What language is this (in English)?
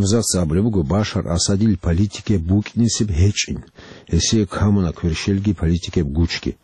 Avaric